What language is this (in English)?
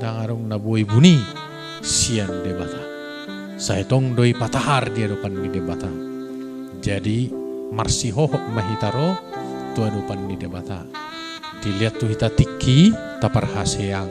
Batak Toba